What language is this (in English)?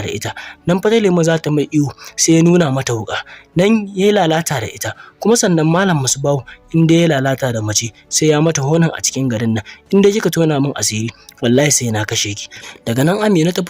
Hausa